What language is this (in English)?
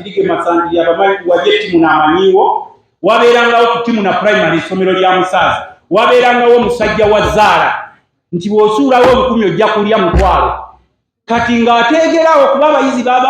Ganda